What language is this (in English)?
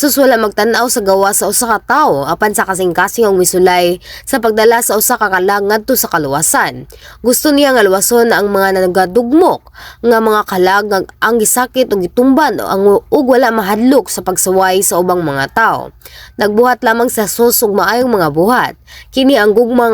Cebuano